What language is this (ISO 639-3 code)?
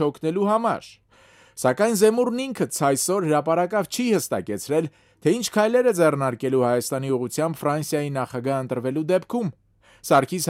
hye